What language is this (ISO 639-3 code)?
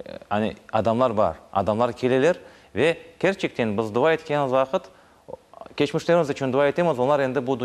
crh